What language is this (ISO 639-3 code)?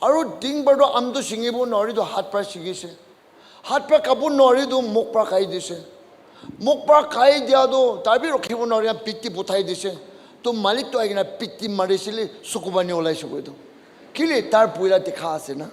nag